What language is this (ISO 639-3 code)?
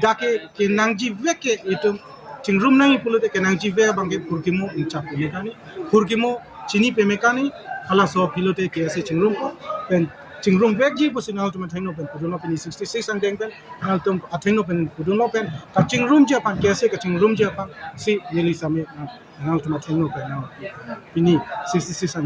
mjw